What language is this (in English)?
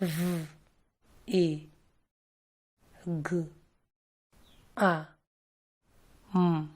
Nyanja